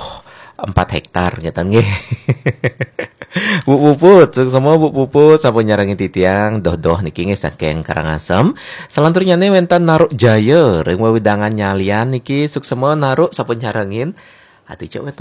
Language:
Balinese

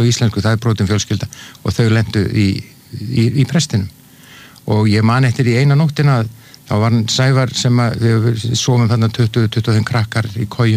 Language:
Icelandic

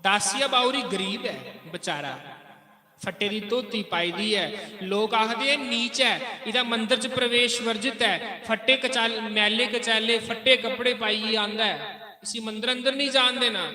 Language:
Dogri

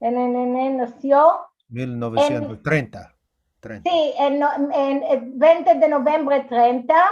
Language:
Ladino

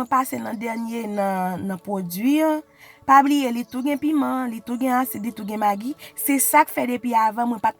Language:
Haitian Creole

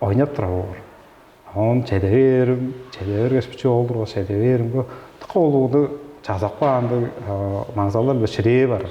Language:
Tuvinian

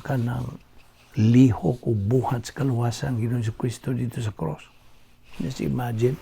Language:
Cebuano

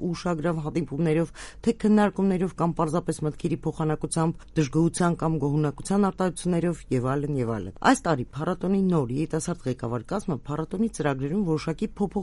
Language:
Armenian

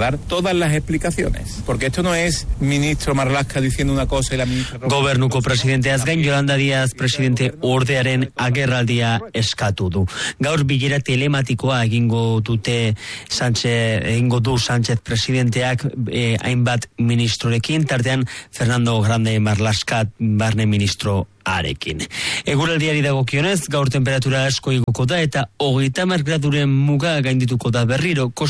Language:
Basque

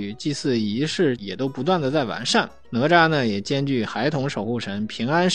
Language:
Chinese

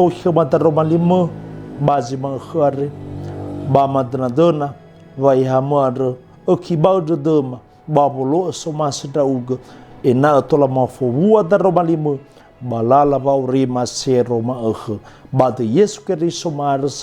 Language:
Nias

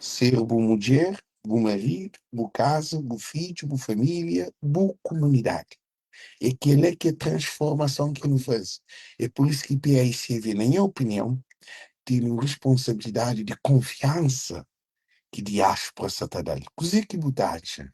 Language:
Kabuverdianu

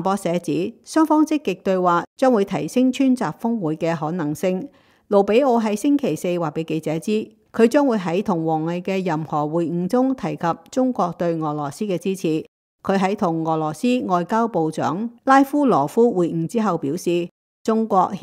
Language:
Cantonese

